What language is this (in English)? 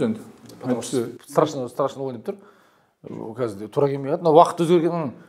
Kazakh